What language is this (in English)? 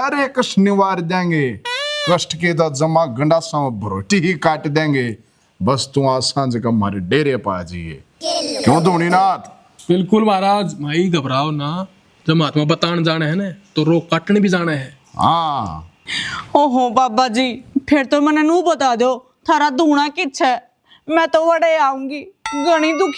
Haryanvi